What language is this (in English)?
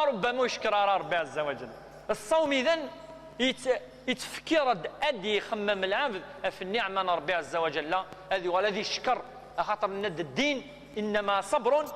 Kabyle